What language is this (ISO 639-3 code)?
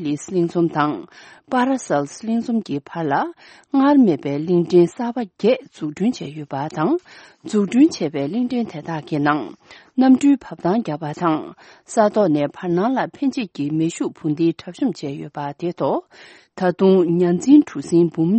bod